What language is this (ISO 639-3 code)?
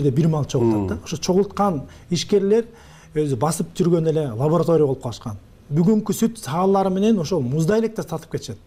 kir